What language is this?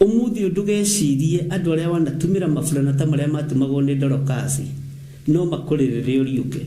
Kikuyu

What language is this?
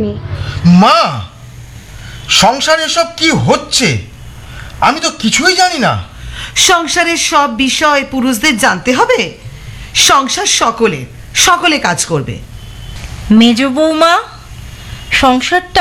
Bangla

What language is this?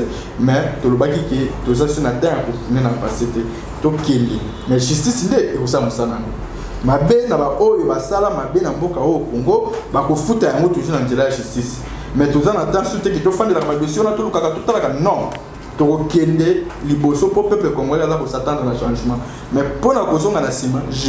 Lingala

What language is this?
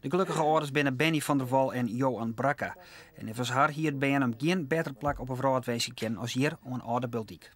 Western Frisian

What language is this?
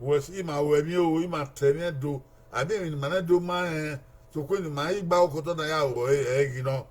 Bini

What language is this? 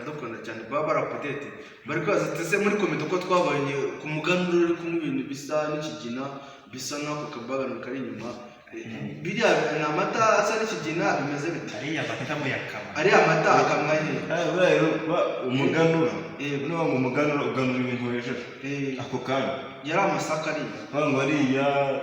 Kinyarwanda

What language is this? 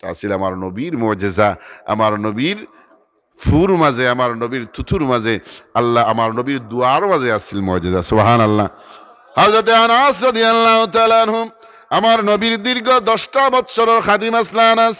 Sylheti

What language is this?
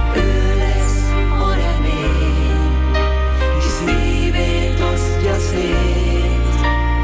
Hungarian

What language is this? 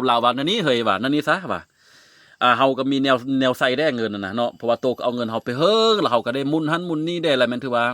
Lao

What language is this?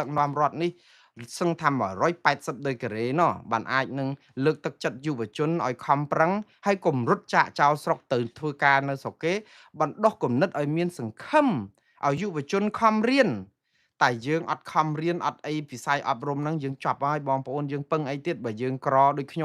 Khmer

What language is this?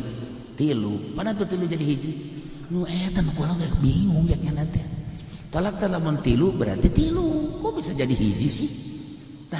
Sundanese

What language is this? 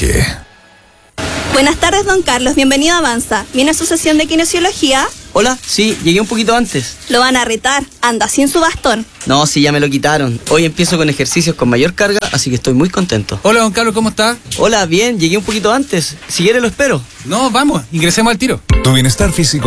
Spanish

